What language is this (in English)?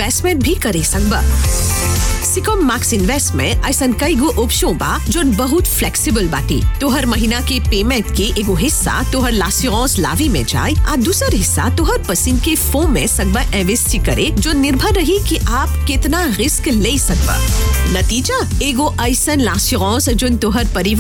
Bhojpuri